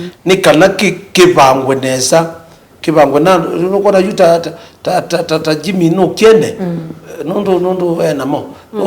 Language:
Kamba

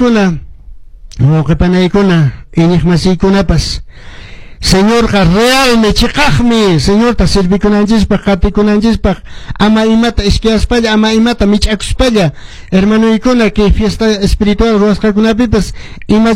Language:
Quechua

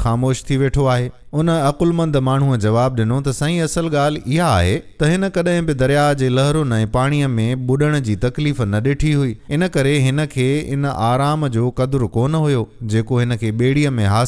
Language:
Sindhi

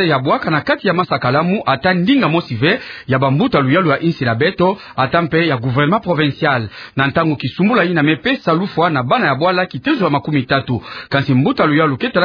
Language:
Kituba (Democratic Republic of Congo)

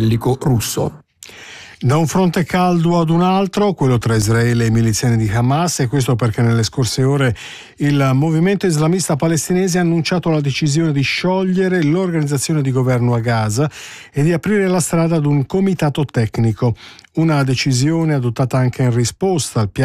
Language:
Italian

